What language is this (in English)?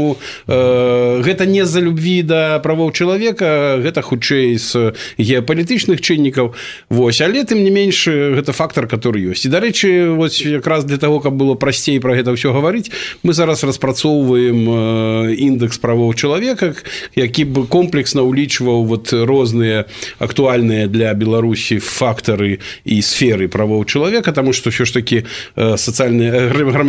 Belarusian